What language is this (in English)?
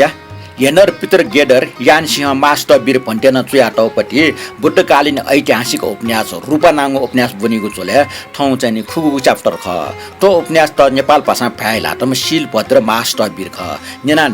Newari